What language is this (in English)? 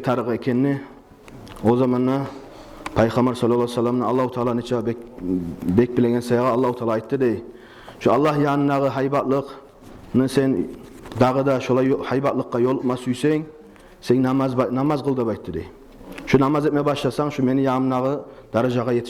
Kumyk